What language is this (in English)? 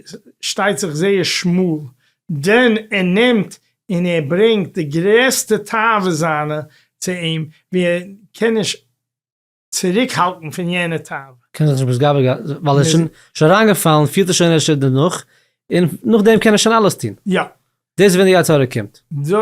Yiddish